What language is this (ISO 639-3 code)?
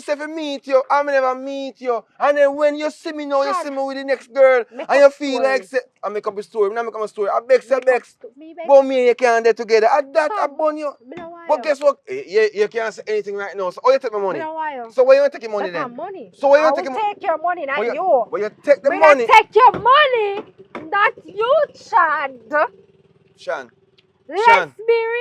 jam